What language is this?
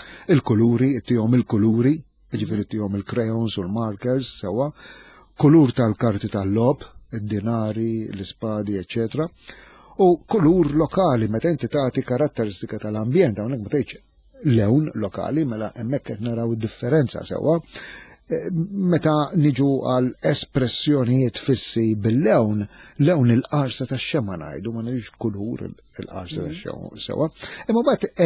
Maltese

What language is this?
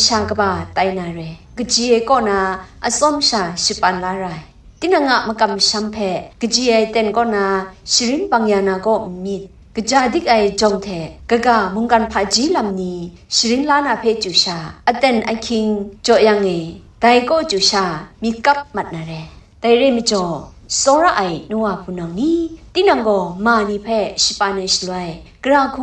Kachin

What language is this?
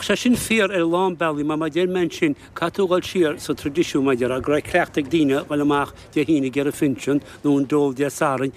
Irish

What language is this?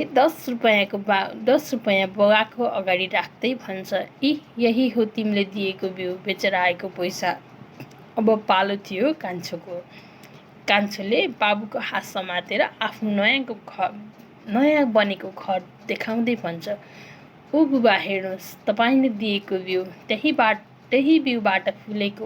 Nepali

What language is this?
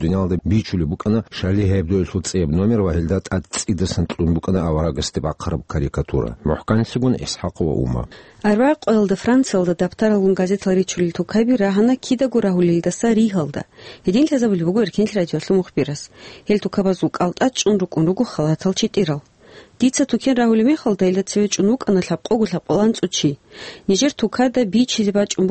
Avaric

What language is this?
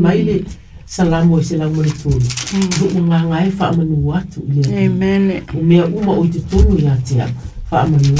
Samoan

